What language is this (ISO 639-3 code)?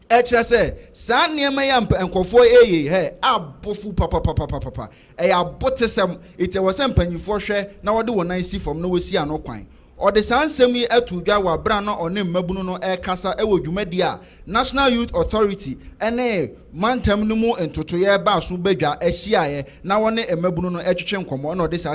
aka